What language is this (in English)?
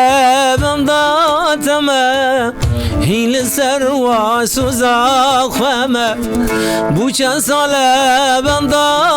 Kurdish